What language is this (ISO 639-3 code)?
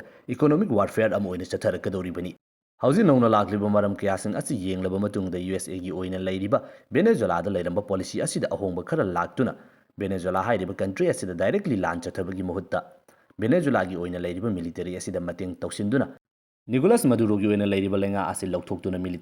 mni